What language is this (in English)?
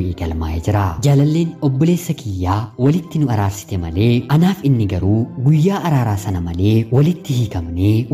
Oromo